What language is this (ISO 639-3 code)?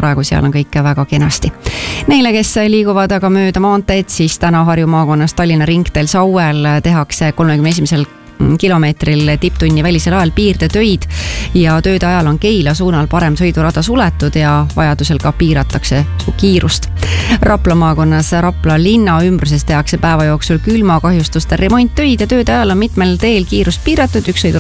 est